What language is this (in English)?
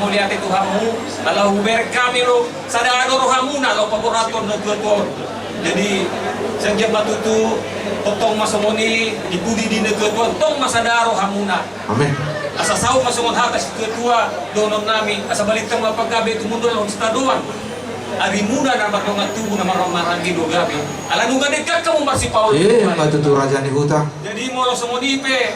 Batak Toba